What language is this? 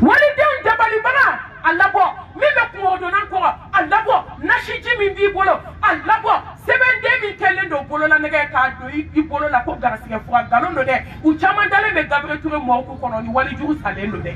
Bambara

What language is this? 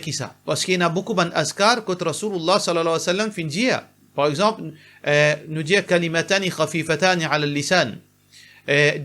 Morisyen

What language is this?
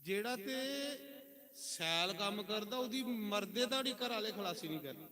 Dogri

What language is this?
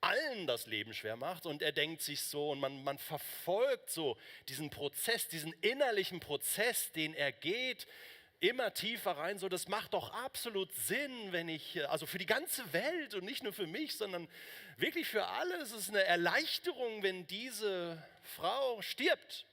Swiss German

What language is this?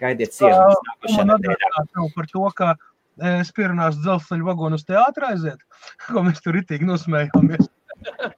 Latvian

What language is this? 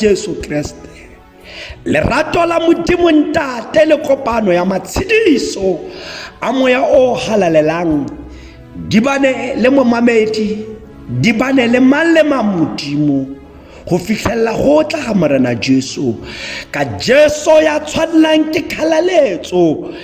Tswana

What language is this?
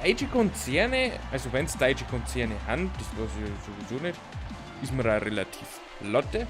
Bavarian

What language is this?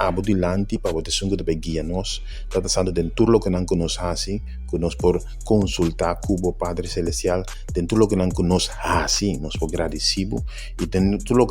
Papiamento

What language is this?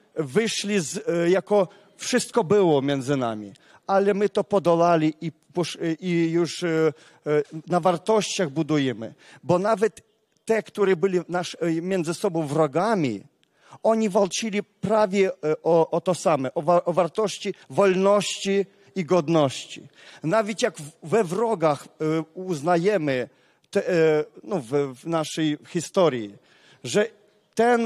Polish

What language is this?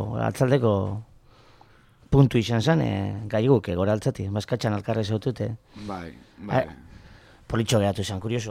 Basque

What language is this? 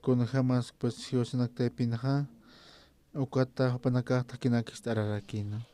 Aymara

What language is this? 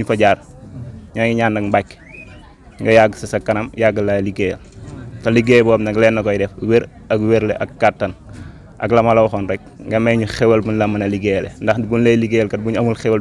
Wolof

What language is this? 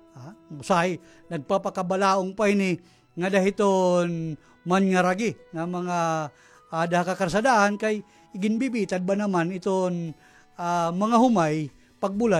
Waray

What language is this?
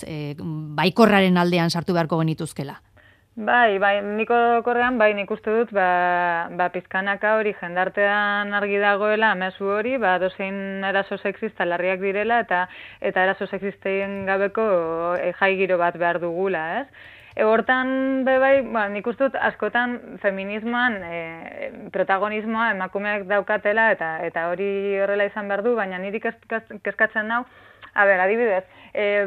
Basque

